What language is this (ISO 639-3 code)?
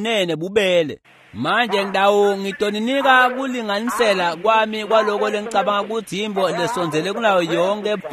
ssw